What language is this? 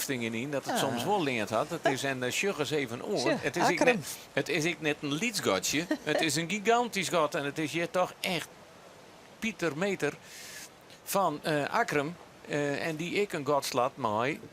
Western Frisian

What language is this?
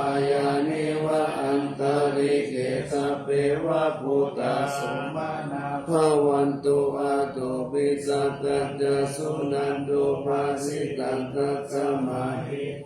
Pali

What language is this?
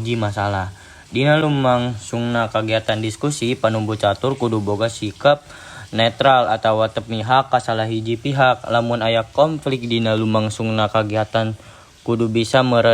Sundanese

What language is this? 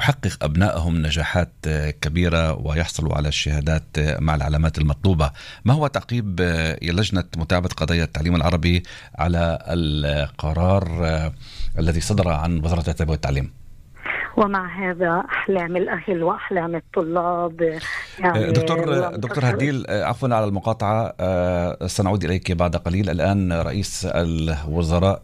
Arabic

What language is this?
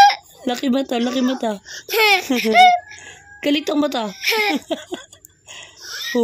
Filipino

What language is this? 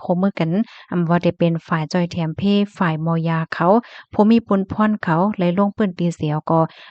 Shan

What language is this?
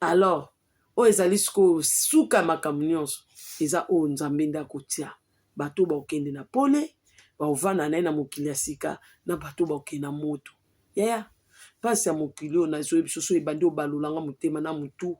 Lingala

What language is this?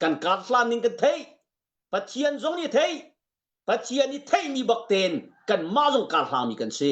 Hakha Chin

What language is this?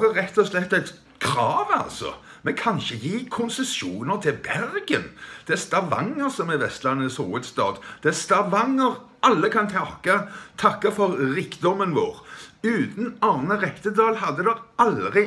Norwegian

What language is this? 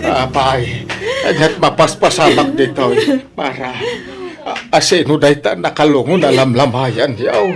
Iloko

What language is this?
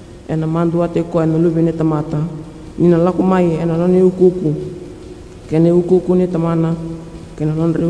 Fijian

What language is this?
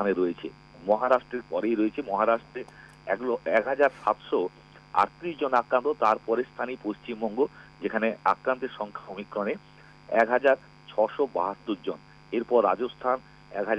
Bangla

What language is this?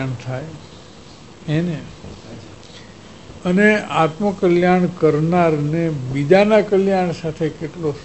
Gujarati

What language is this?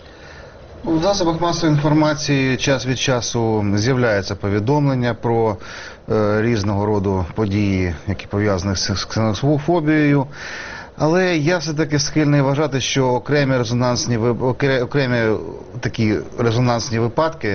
Ukrainian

